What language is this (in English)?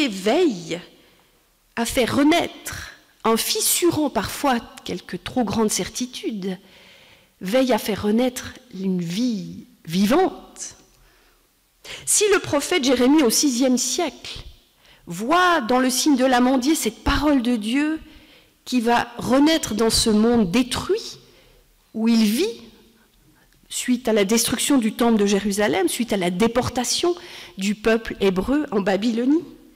French